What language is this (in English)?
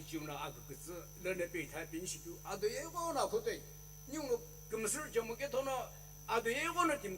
Sumi Naga